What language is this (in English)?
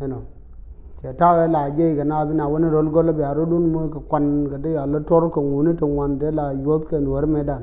Nuer